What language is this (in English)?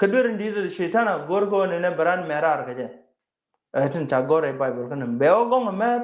Nuer